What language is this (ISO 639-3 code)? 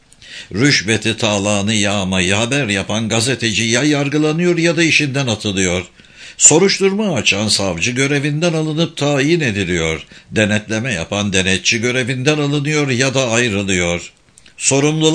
tur